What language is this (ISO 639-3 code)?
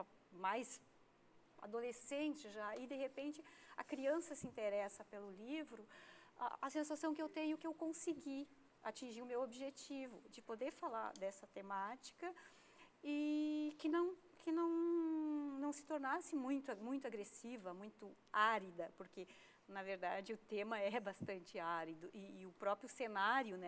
por